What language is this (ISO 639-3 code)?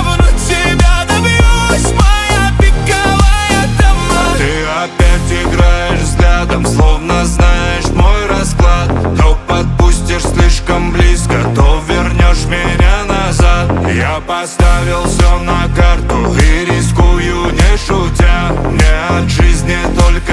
rus